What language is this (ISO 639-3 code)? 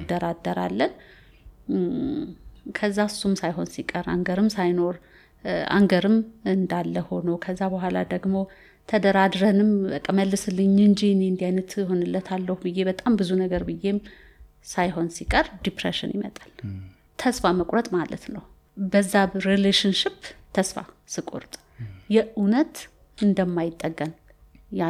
amh